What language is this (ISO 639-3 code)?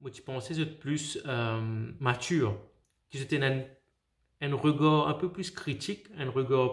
mfe